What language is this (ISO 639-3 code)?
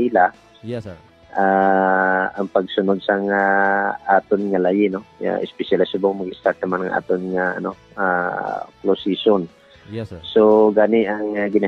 hil